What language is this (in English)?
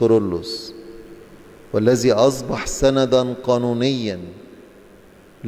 Egyptian Arabic